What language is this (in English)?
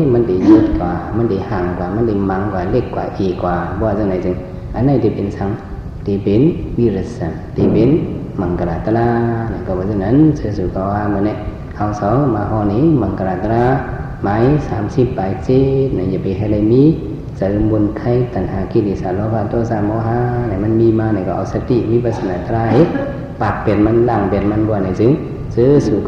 Shan